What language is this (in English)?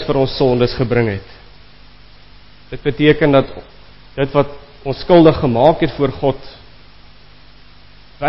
Afrikaans